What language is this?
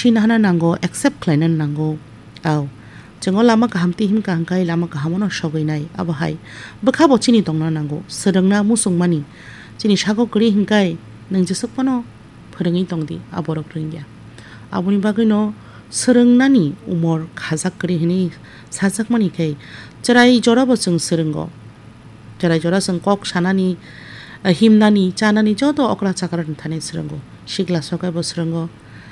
Kok Borok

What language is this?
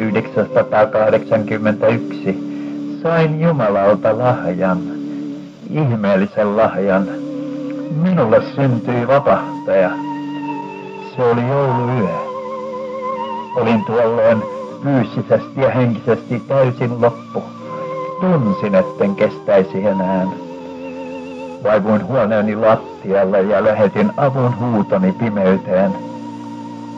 Finnish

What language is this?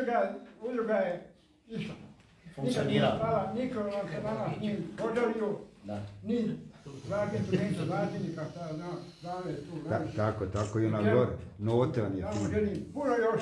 Croatian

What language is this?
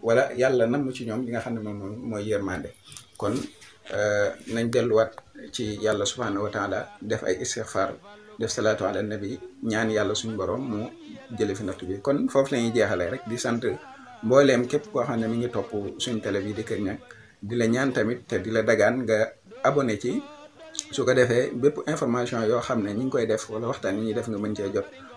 Wolof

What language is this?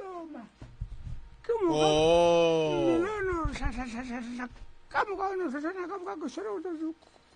Northern Sotho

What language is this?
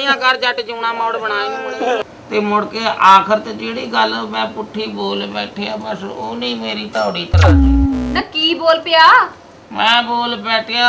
Punjabi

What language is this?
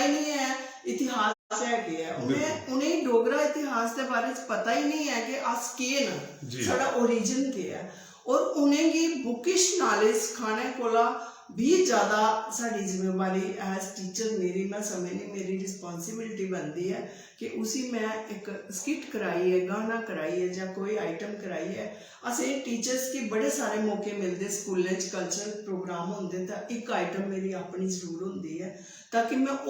Dogri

